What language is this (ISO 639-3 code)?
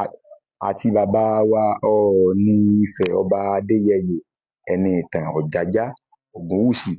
yor